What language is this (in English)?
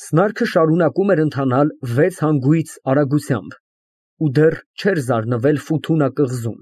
Armenian